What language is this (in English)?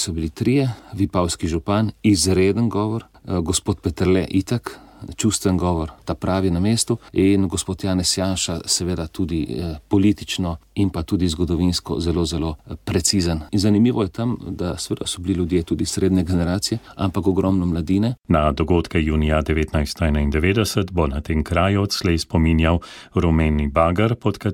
Slovenian